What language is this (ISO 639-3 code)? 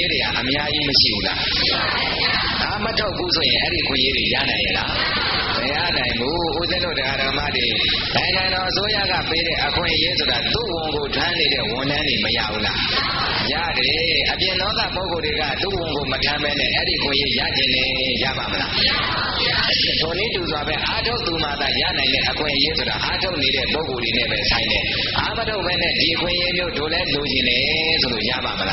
mya